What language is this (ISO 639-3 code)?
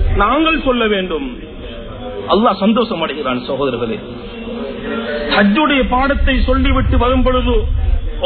tam